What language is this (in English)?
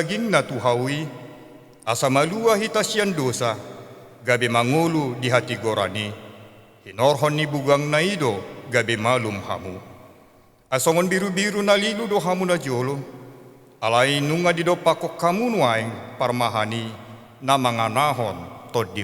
Batak Toba